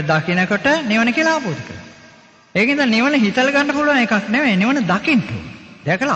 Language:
Sinhala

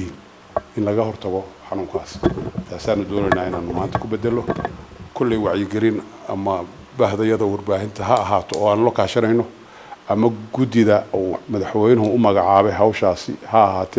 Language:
Somali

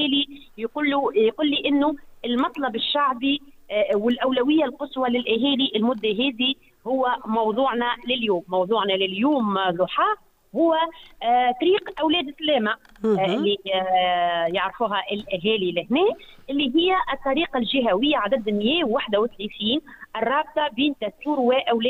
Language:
Tunisian Arabic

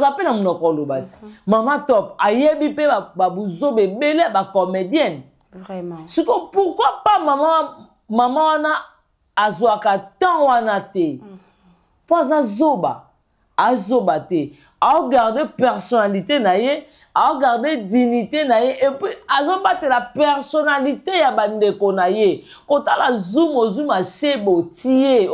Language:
Lingala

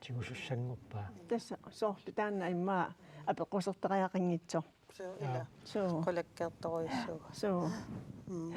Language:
Kalaallisut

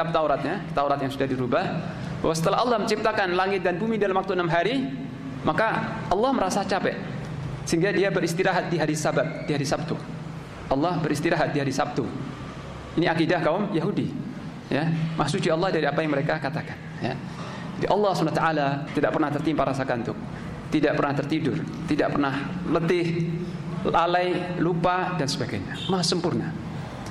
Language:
Indonesian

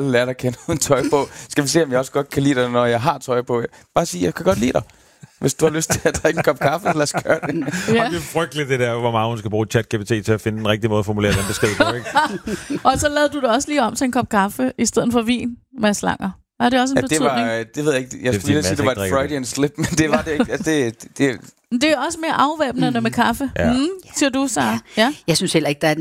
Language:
Danish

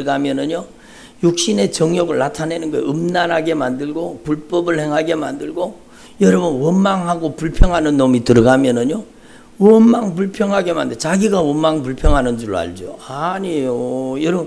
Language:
Korean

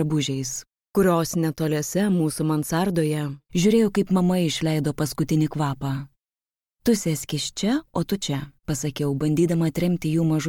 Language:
Lithuanian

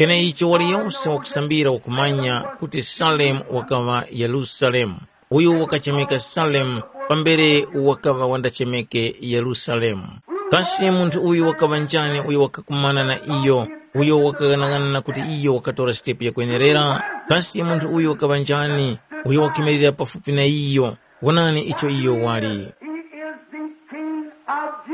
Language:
Tumbuka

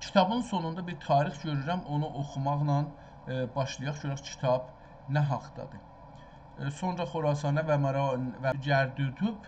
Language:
South Azerbaijani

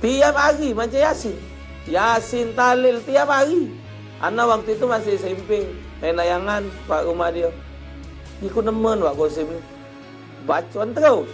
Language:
Musi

